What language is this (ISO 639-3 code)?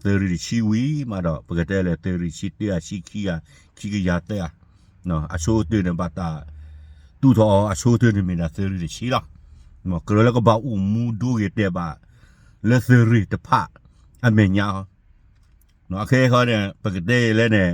ksw